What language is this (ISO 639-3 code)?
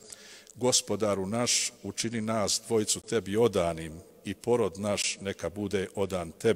bos